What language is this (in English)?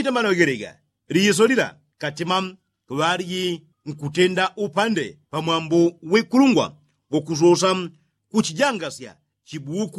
Yao